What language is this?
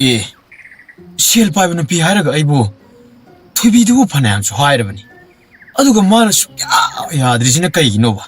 Manipuri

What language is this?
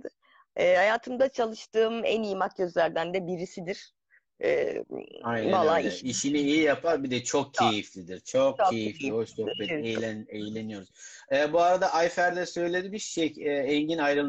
Turkish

